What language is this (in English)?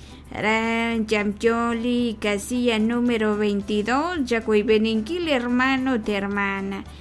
Kekchí